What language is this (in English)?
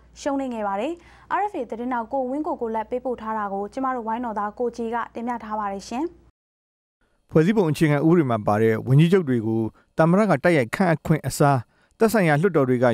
Burmese